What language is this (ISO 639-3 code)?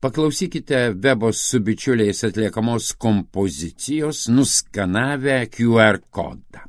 lit